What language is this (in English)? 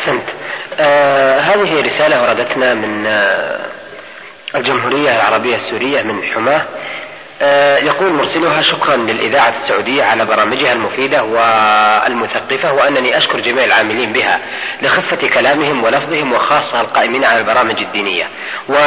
Arabic